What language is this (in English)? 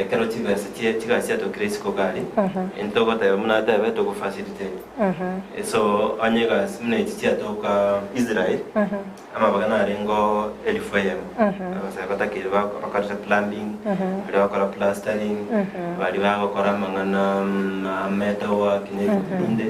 Gusii